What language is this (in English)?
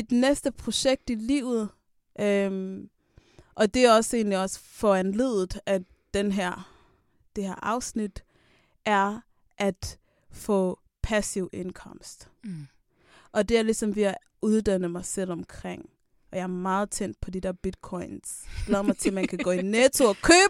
Danish